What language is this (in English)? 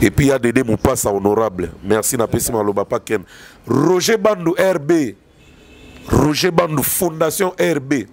Lingala